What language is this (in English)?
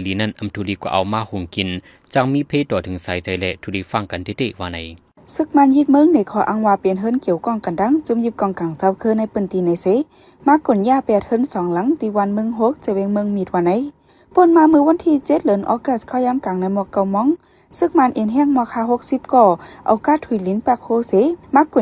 Shan